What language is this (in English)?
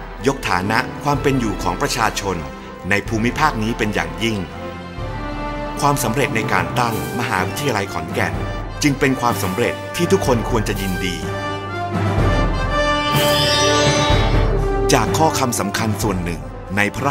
Thai